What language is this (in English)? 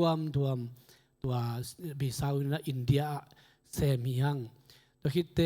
Tedim Chin